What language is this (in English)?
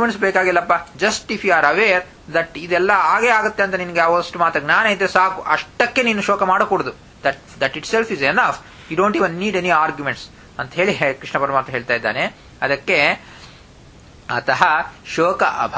Kannada